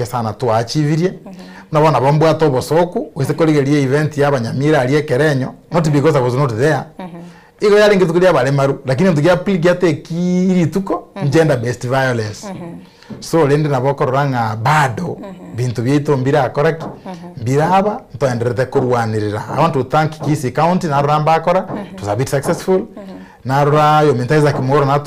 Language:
Gusii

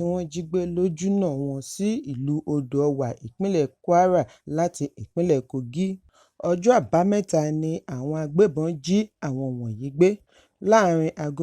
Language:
Yoruba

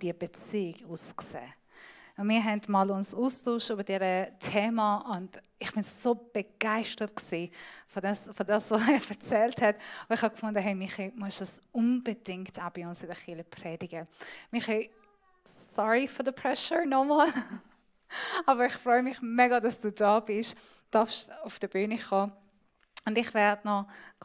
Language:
Swiss German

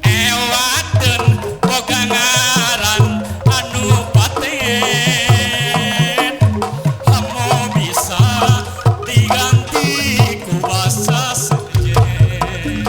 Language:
Sundanese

